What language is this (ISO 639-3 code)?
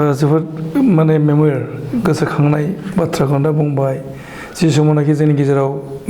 brx